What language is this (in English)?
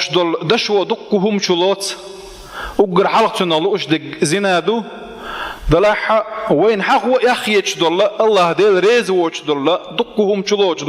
Chechen